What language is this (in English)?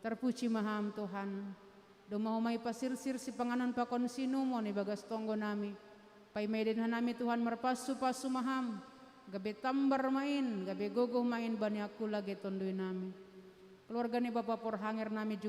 Batak Simalungun